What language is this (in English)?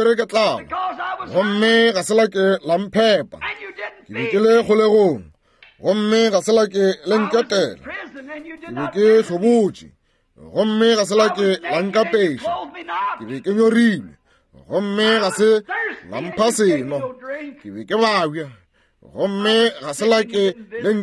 Northern Sotho